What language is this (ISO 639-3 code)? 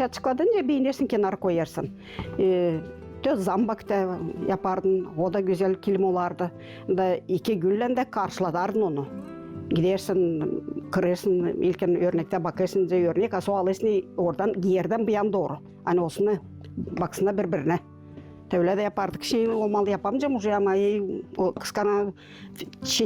gag